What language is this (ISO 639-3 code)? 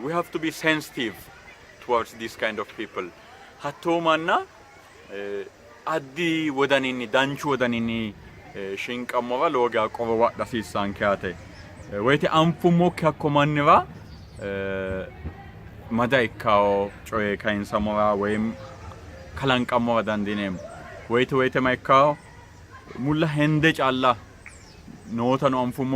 sid